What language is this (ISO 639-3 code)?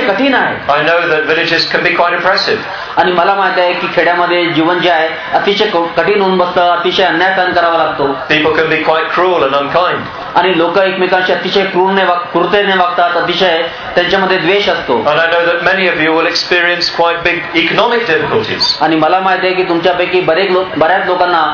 mar